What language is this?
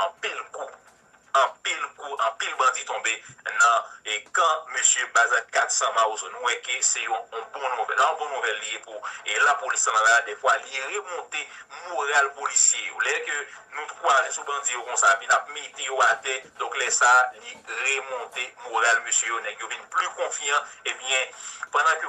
Haitian Creole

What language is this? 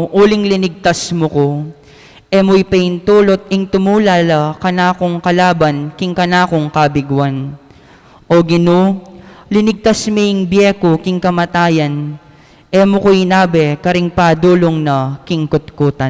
Pampanga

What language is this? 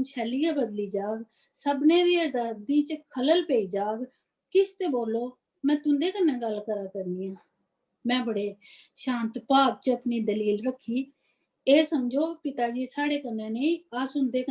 Dogri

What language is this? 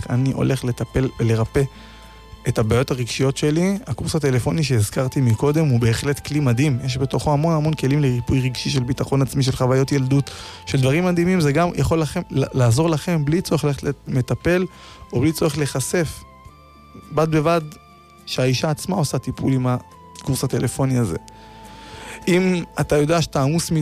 Hebrew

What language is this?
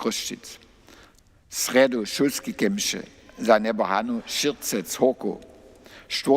Upper Sorbian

